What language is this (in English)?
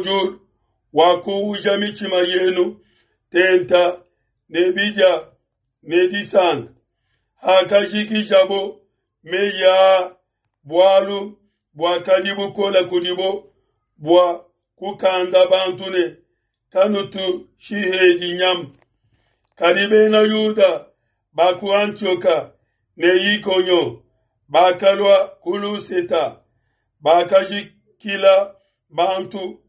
Luba-Lulua